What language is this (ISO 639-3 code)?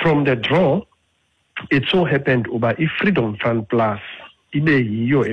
xho